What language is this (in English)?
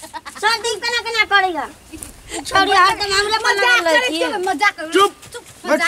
Maithili